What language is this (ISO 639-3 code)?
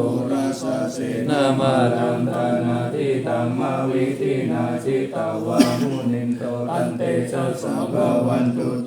pli